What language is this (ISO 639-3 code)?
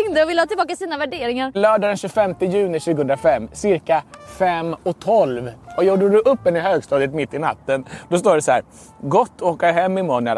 swe